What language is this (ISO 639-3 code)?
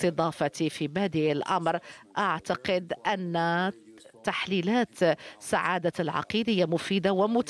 ara